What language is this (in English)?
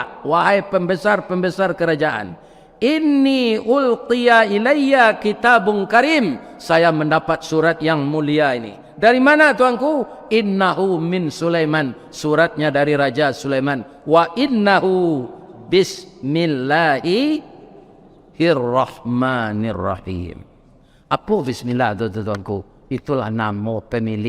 Minangkabau